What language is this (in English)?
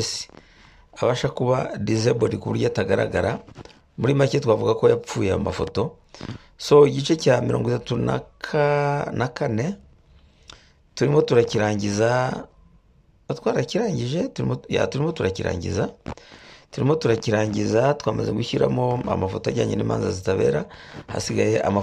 Kinyarwanda